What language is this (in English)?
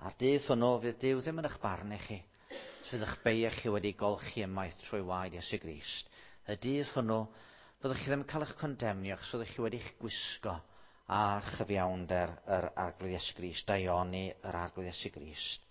Welsh